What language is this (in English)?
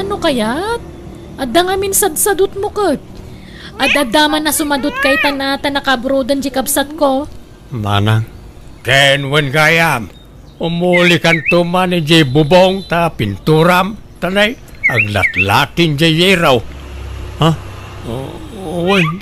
Iloko